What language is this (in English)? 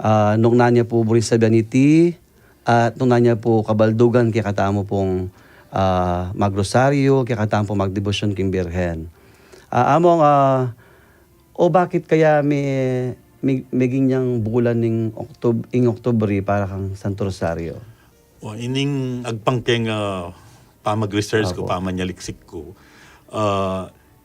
Pampanga